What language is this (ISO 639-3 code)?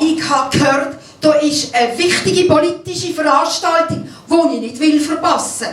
gsw